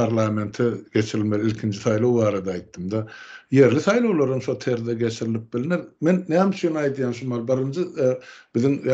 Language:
Turkmen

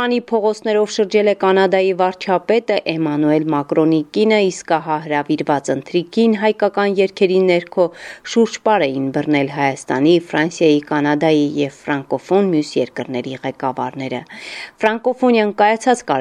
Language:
Armenian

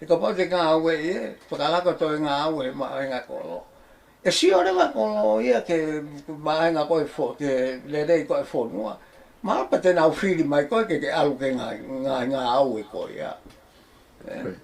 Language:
Tongan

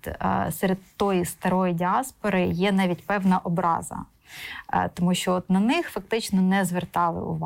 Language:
Ukrainian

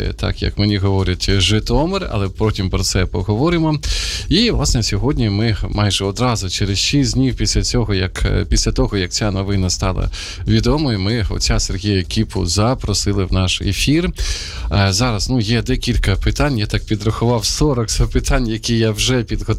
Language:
Ukrainian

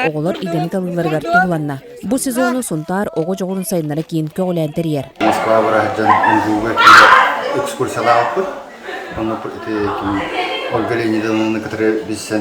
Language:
Yakut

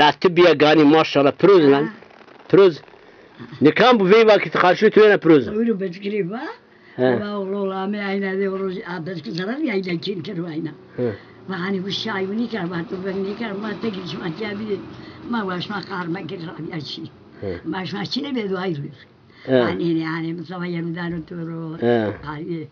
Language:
Zaza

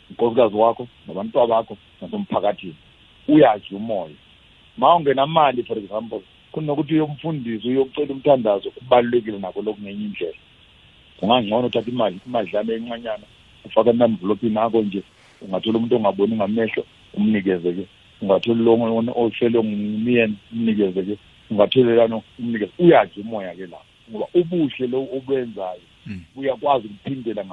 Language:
South Ndebele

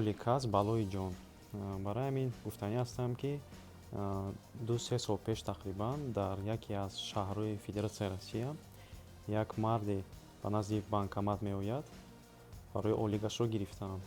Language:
Tajik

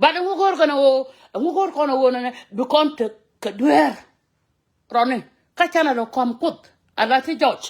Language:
Nuer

